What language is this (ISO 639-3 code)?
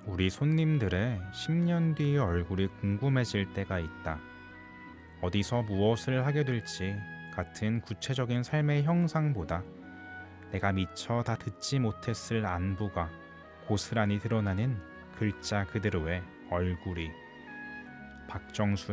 kor